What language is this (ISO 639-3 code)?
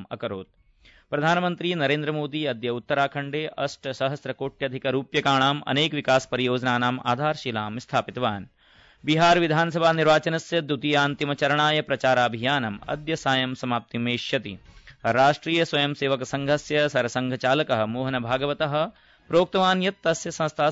san